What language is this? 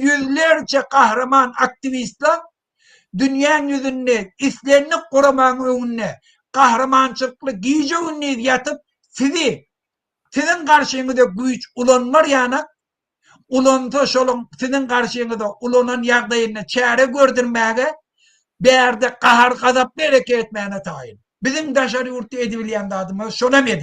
Turkmen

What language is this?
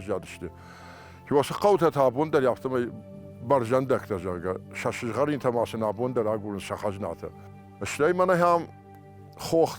Ossetic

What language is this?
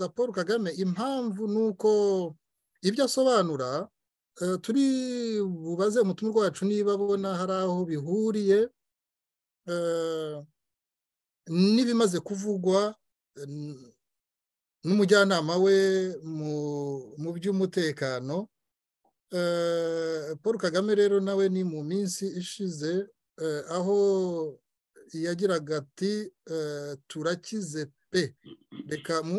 Kinyarwanda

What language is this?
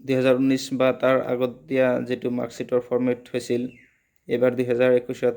Assamese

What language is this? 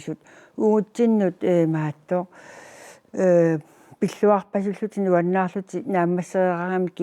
Kalaallisut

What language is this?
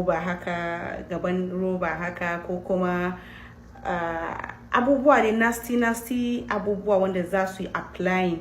Hausa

